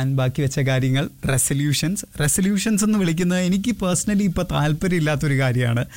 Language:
Malayalam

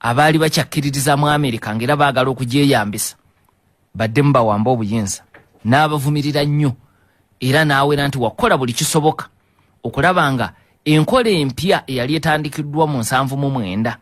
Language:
Ganda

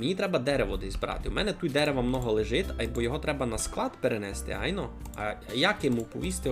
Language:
Rusyn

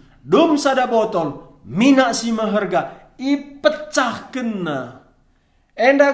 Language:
Batak Karo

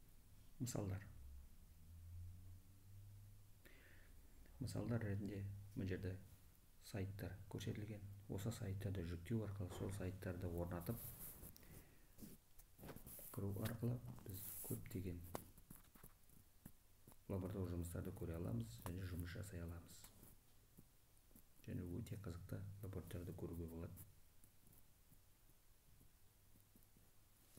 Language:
Kazakh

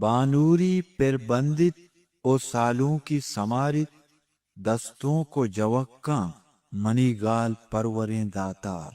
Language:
Eastern Balochi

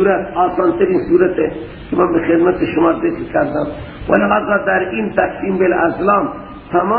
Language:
Persian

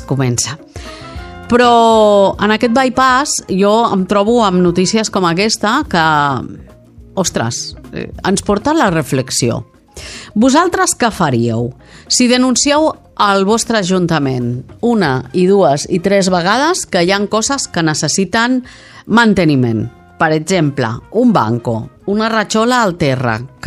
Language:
Catalan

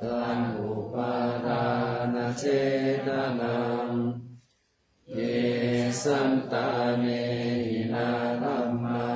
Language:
Pali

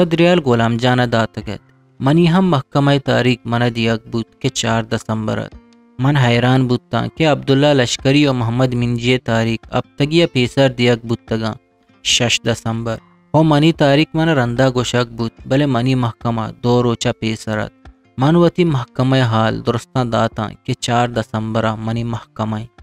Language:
Eastern Balochi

